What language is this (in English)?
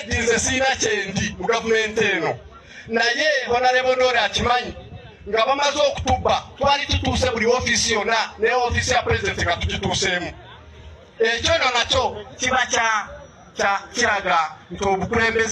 Ganda